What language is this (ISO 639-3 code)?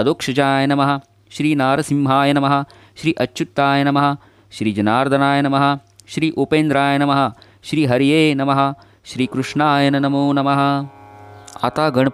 mar